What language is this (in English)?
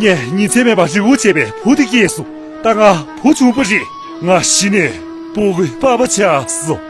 Tibetan